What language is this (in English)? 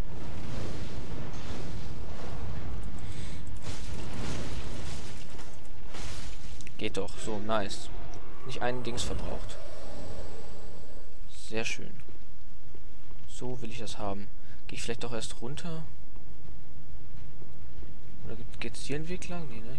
German